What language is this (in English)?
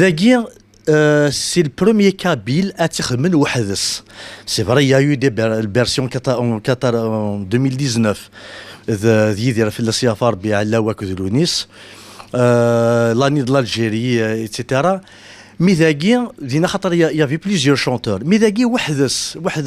Kabyle